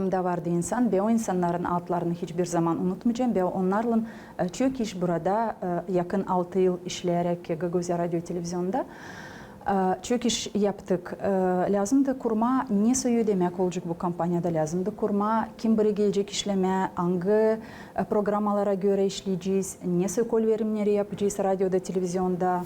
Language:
Gagauz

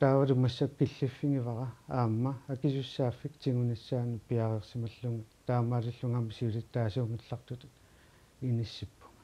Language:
Kalaallisut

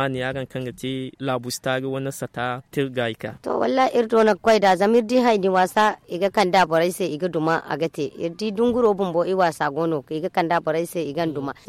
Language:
Zarma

